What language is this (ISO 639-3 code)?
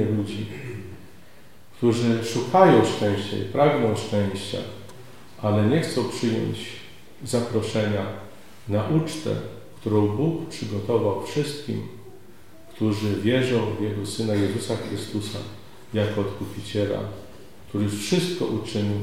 pol